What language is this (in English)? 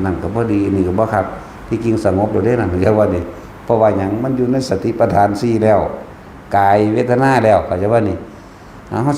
Lao